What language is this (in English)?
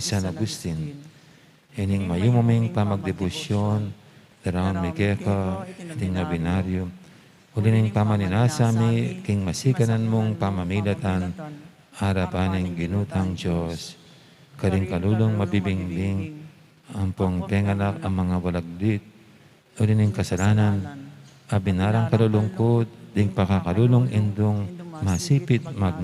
Pampanga